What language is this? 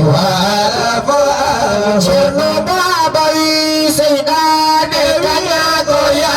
Fula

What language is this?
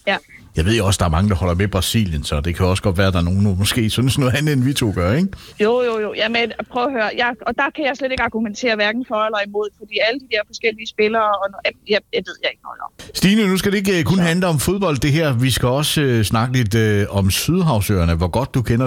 Danish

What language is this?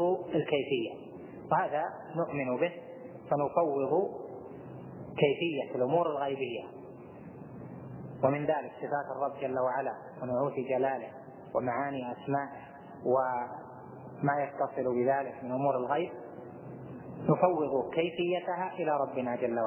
Arabic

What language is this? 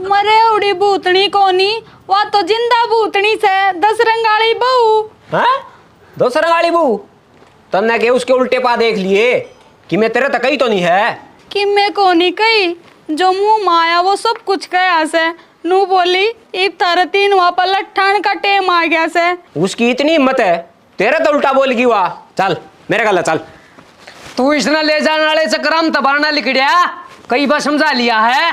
Haryanvi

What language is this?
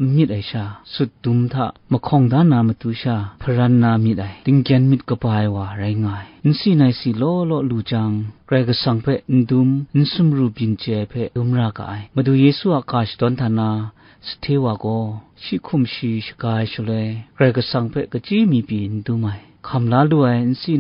Kachin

